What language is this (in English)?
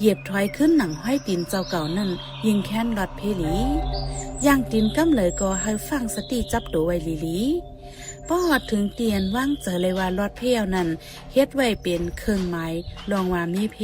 Shan